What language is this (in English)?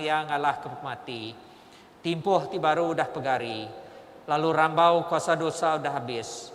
Iban